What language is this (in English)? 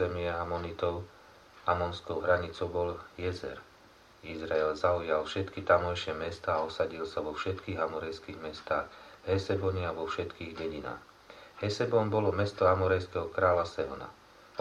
Slovak